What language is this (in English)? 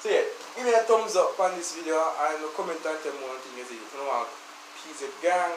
Jamaican Creole English